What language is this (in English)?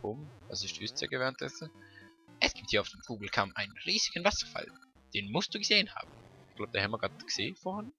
Swiss German